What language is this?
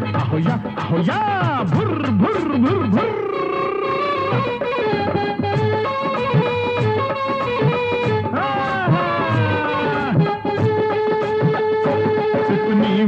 Marathi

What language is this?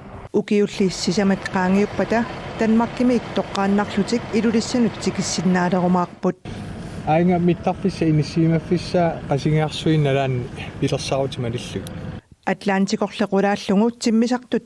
Kalaallisut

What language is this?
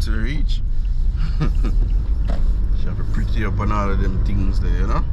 Jamaican Creole English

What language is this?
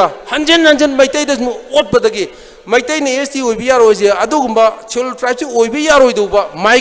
Manipuri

